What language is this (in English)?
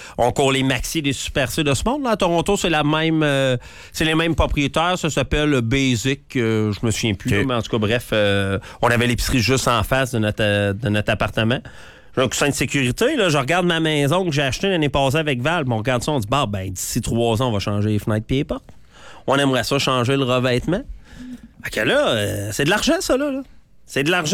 French